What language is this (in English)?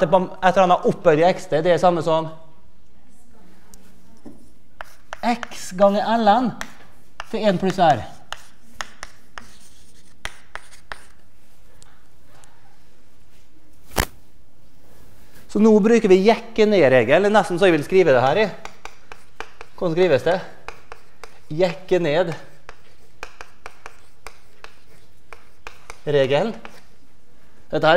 Norwegian